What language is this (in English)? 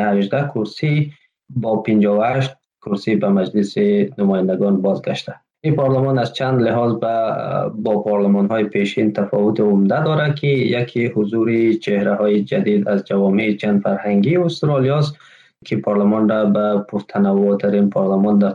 Tajik